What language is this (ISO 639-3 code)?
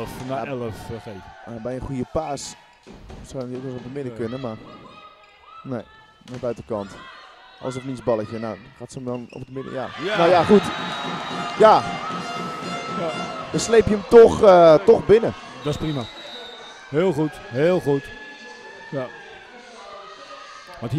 nld